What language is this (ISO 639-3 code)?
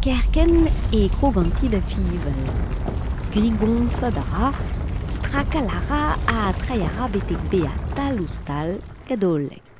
bre